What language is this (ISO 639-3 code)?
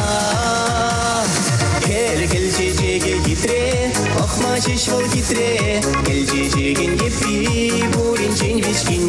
chv